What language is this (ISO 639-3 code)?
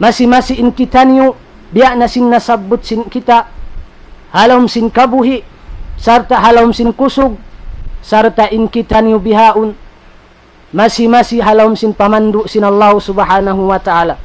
tsg